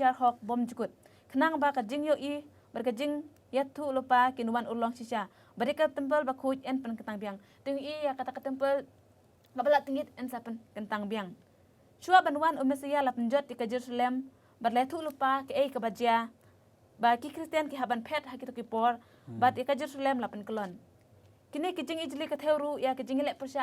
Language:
Khasi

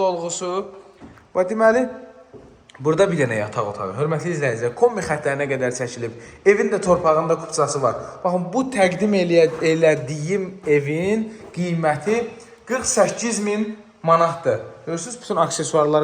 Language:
Azerbaijani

